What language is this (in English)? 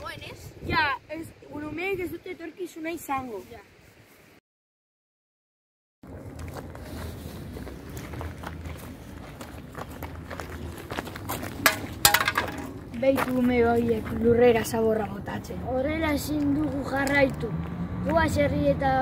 Basque